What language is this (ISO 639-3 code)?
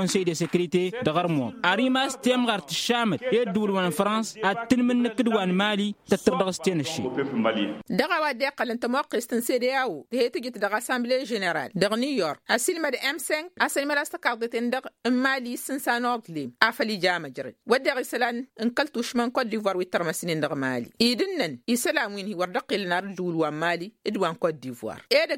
taq